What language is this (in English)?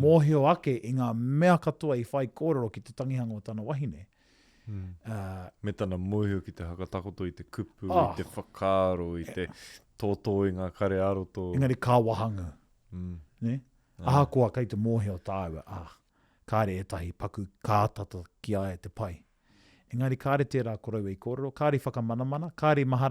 Māori